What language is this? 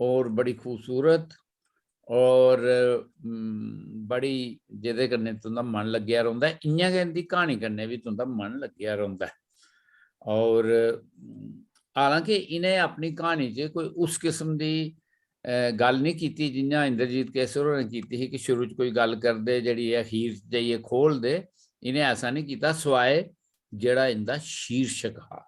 Dogri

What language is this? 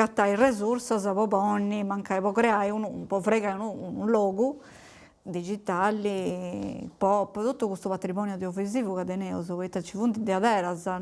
Sardinian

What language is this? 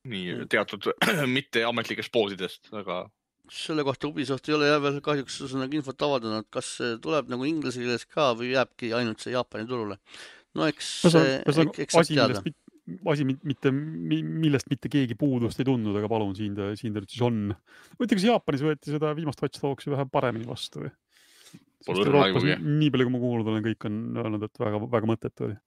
Estonian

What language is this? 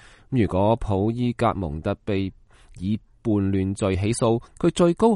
Cantonese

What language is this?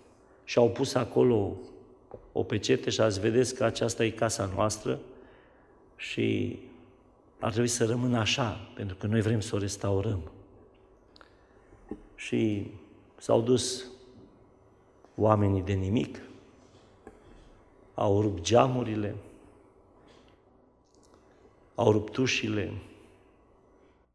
Romanian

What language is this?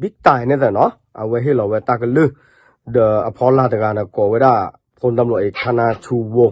S'gaw Karen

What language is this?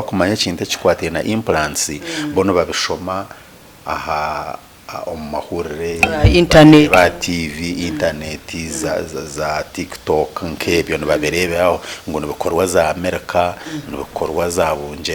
Nyankole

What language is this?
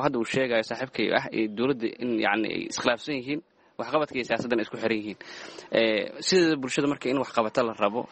Somali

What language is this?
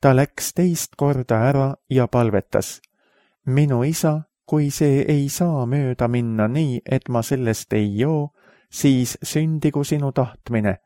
Estonian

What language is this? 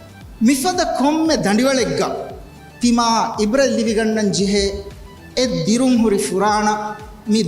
Divehi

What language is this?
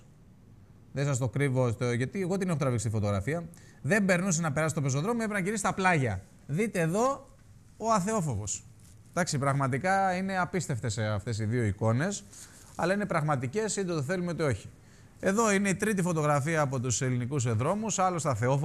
Greek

